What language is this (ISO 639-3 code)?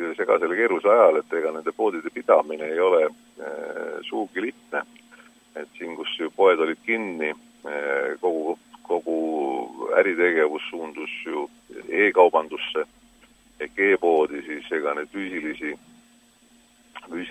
est